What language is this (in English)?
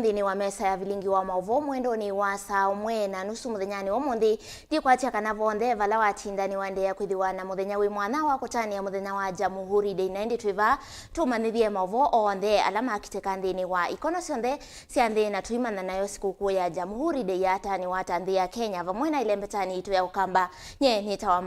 Kamba